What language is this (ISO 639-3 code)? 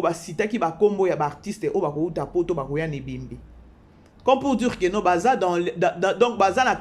lin